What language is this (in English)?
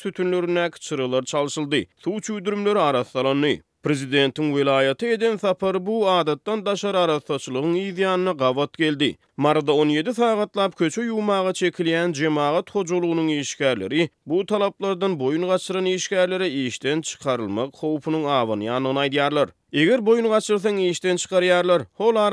Turkmen